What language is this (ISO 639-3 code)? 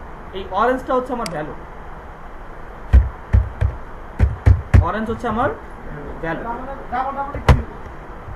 ben